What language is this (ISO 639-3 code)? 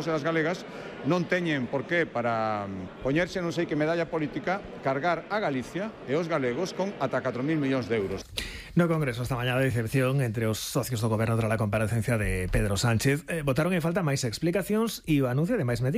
glg